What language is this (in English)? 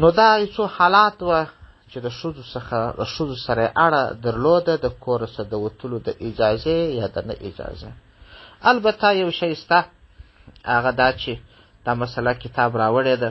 Pashto